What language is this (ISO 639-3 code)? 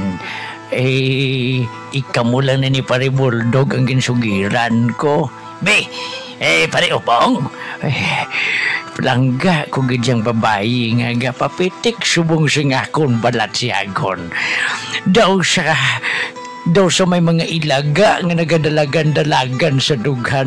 hil